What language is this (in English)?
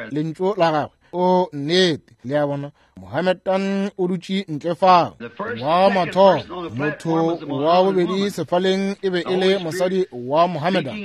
Northern Sotho